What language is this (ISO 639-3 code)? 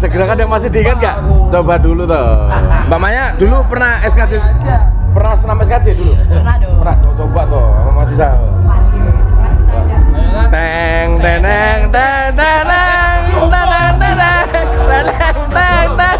ind